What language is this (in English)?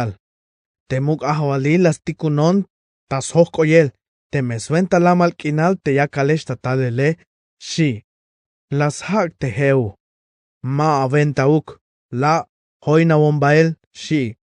Tzeltal